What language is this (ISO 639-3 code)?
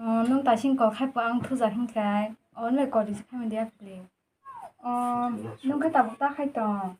trp